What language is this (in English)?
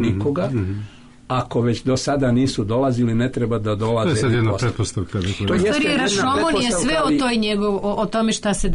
Serbian